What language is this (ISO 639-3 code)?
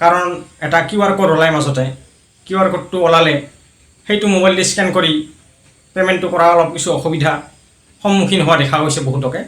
asm